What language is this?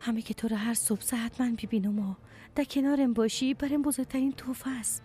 Persian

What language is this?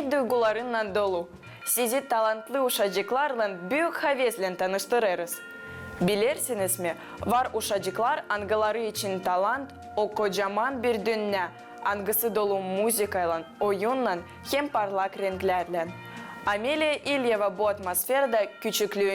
Gagauz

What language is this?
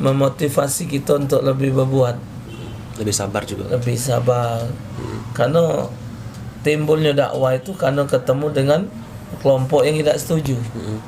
Musi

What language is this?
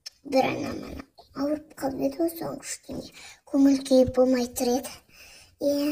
Kazakh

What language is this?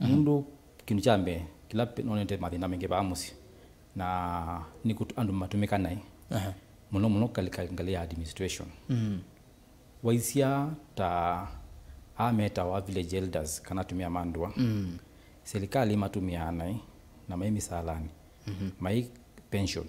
Kamba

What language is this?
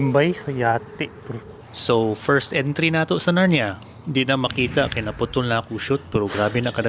Cebuano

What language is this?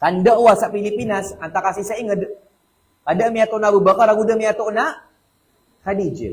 Maranao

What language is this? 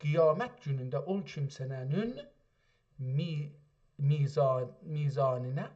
South Azerbaijani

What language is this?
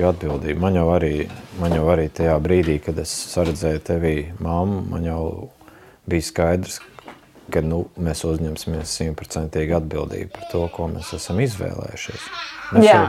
Latvian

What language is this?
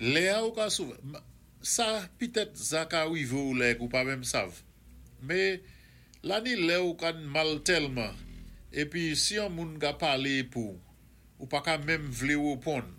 Saint Lucian Creole French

